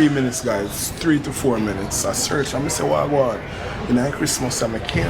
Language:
Jamaican Creole English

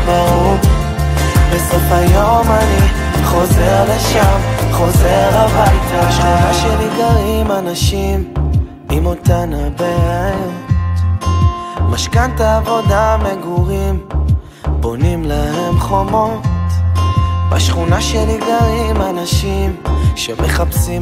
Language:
Hebrew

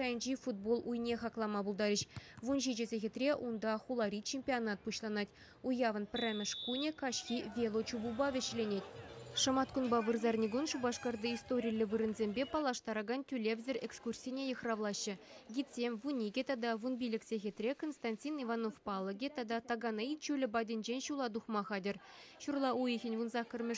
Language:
Chuvash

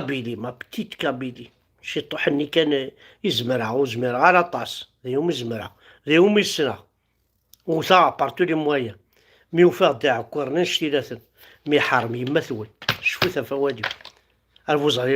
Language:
Kabyle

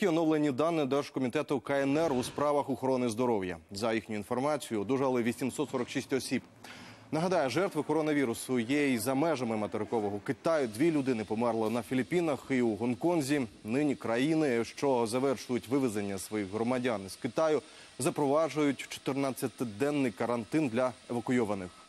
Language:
Ukrainian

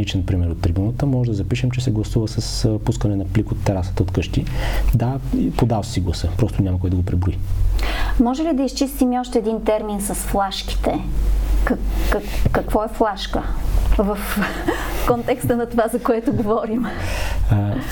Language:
Bulgarian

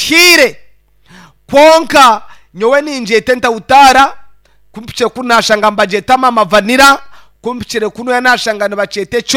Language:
Nyankole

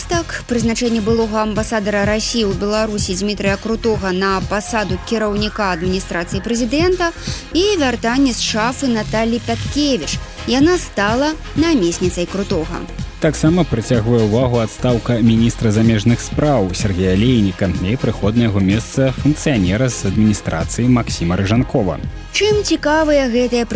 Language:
Belarusian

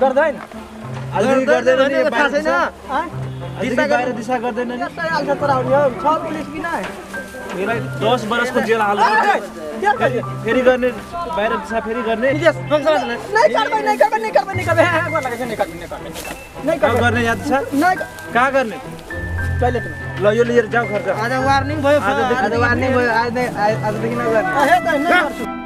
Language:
Maithili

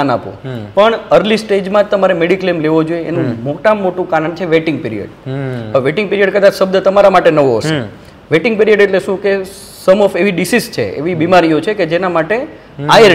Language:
Gujarati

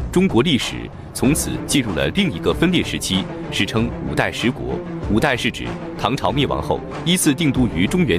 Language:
Chinese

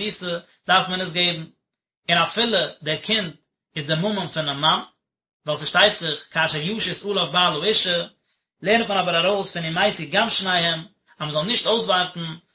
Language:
Yiddish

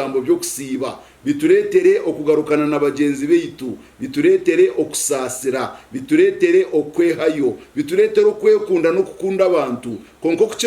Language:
Nyankole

